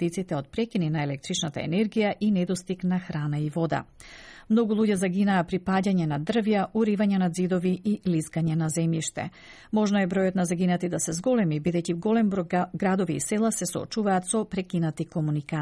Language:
Macedonian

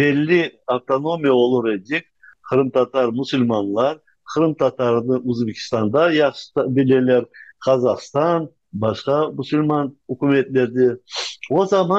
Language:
Crimean Tatar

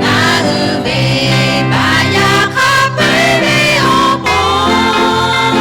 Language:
Lahu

